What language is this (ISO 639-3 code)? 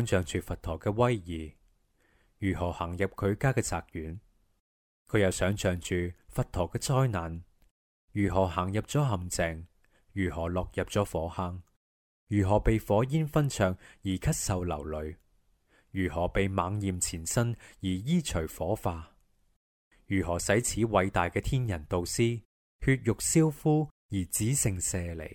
yue